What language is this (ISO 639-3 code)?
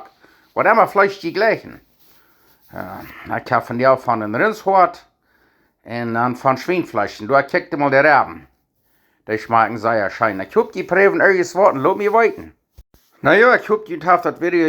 pdt